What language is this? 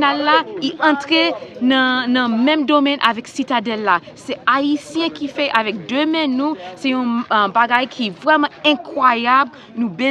Haitian Creole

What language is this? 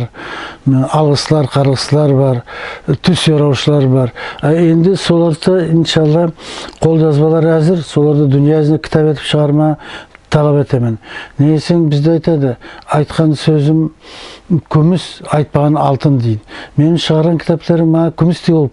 Nogai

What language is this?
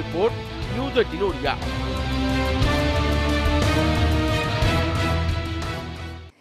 Odia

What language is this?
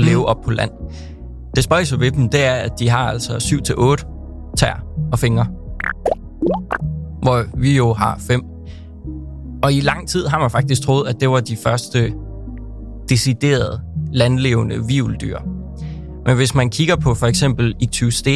Danish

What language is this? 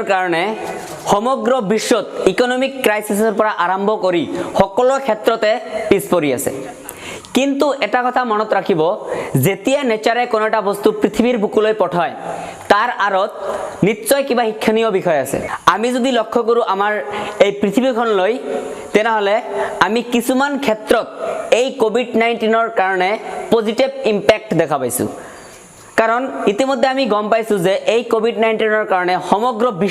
Assamese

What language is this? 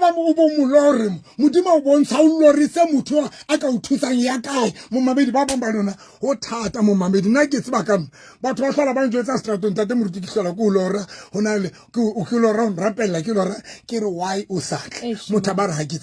Southern Sotho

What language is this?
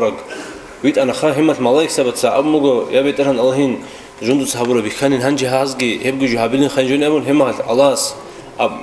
Avaric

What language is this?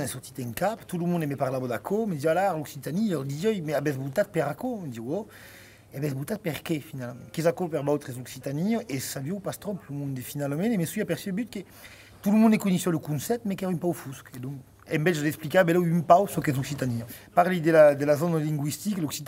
Occitan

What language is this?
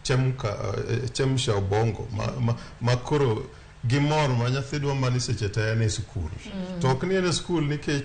Luo (Kenya and Tanzania)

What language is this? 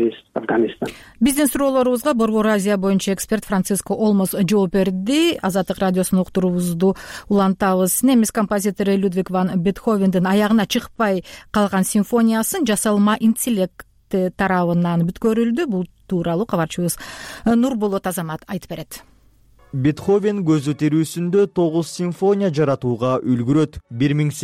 Kyrgyz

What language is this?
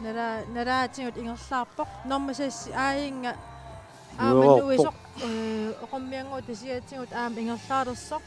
Kalaallisut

